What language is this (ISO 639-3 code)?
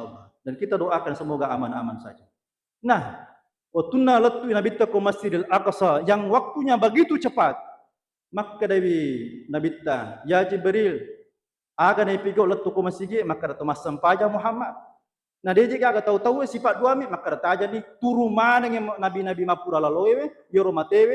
bug